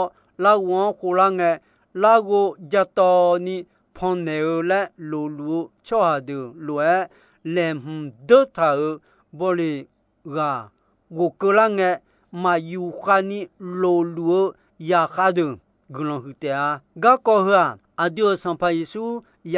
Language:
Akha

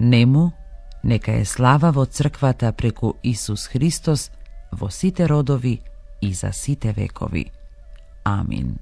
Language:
Macedonian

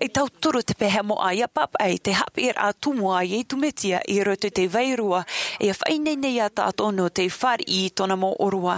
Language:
Tahitian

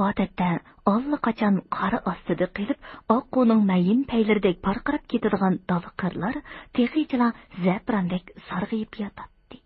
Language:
Uyghur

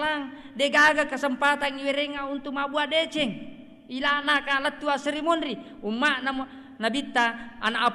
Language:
Buginese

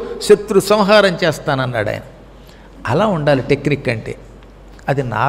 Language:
Telugu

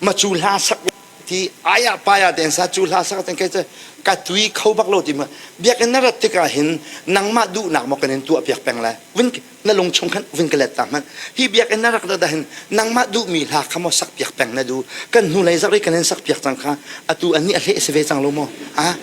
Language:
Hakha Chin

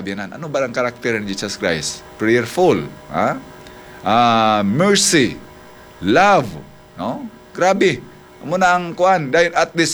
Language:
Hiligaynon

